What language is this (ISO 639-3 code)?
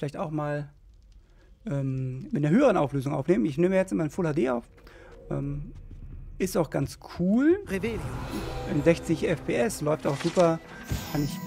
deu